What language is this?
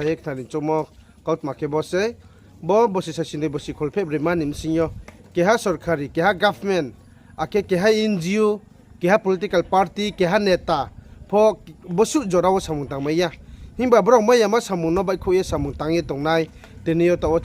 Riang (India)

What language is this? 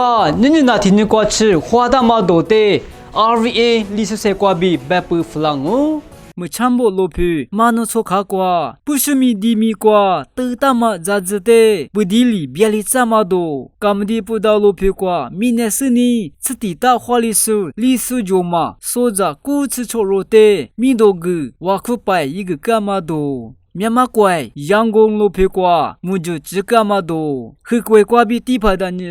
Lisu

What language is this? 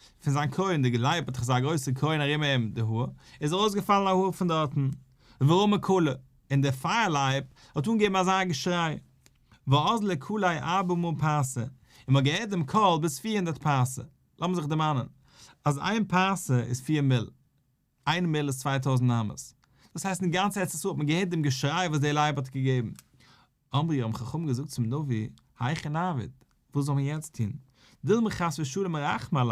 Yiddish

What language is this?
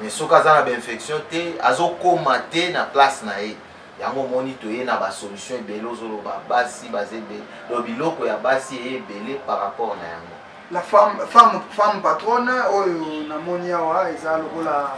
Lingala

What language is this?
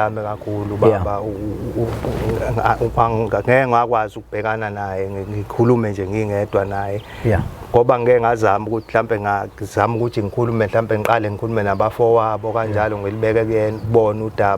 Zulu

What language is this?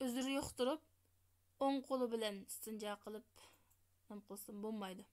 Uyghur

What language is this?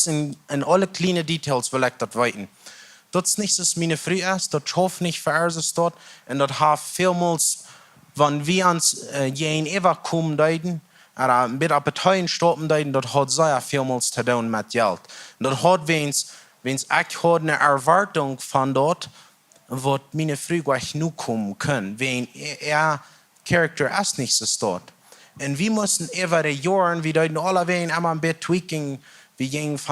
Plautdietsch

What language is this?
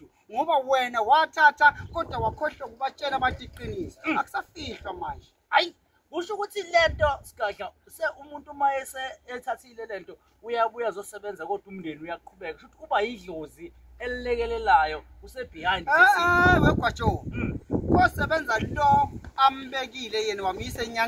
Zulu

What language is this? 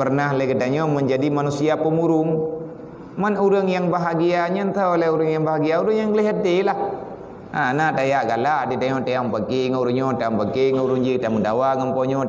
Achinese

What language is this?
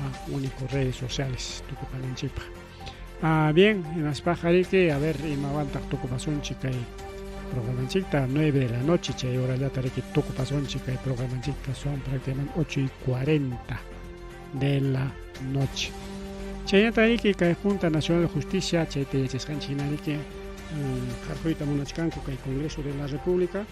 Ayacucho Quechua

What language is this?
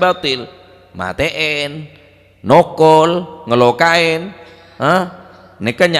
Madurese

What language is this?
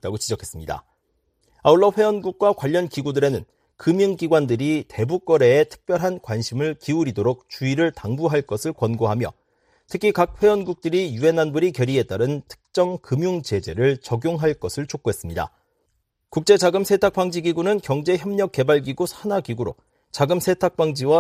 Korean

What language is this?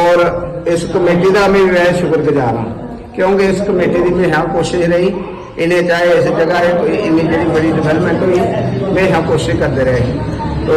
Dogri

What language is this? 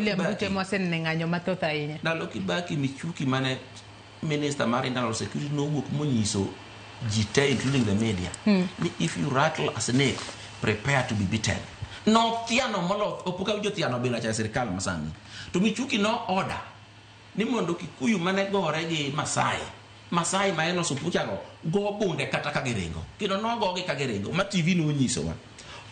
Luo (Kenya and Tanzania)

